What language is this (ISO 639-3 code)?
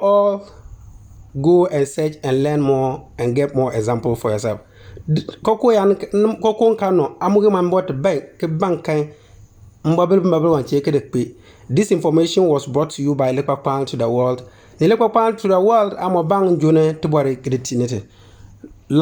xon